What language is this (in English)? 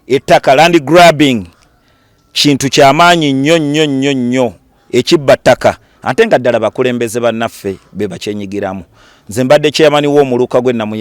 Ganda